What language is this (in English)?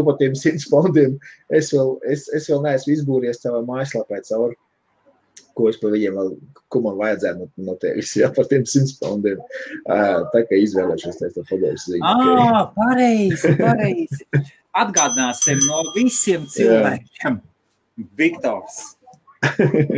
Latvian